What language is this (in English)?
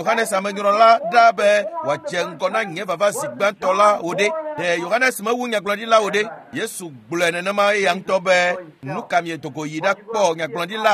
Ewe